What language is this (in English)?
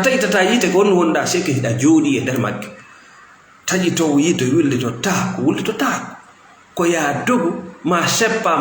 Fula